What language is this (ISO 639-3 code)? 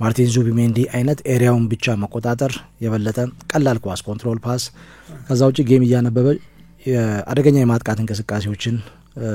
amh